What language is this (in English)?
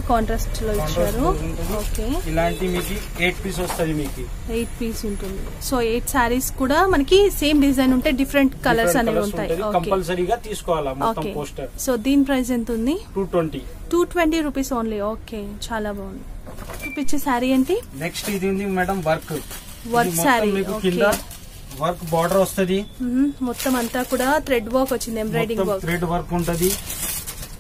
Telugu